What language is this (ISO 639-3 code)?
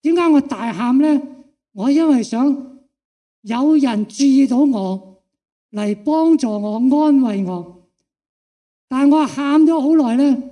yue